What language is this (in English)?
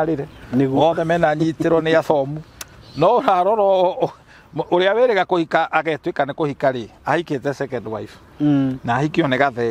Kikuyu